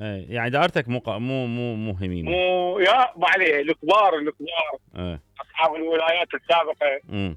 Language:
Mesopotamian Arabic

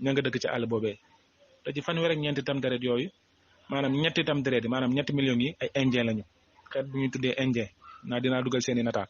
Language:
Wolof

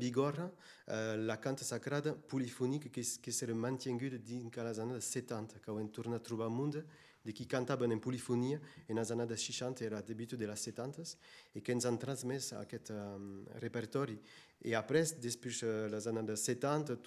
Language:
Occitan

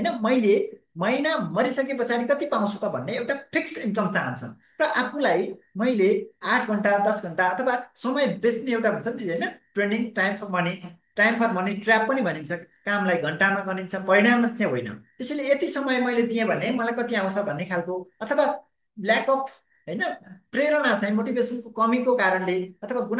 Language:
Nepali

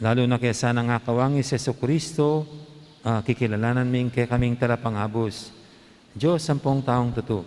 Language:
Pampanga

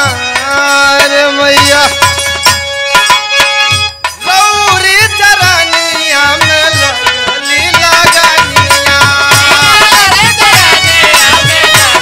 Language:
Bhojpuri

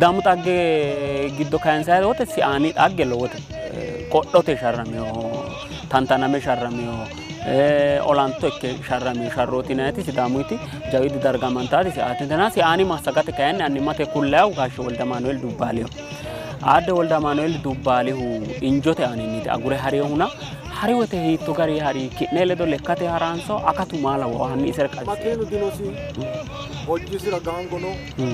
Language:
Sidamo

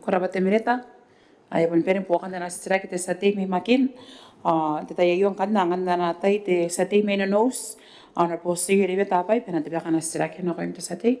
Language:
Gilbertese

